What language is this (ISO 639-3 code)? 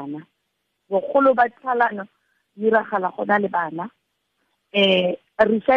tsn